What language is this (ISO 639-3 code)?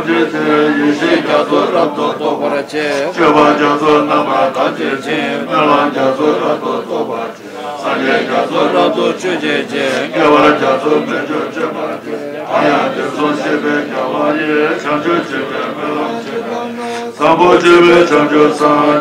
bod